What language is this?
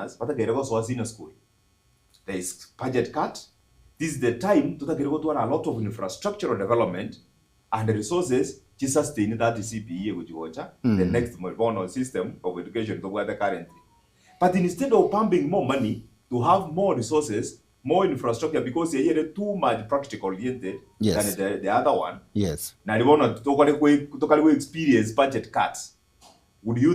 Gusii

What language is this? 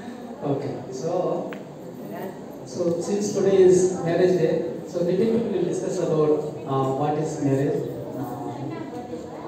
Kannada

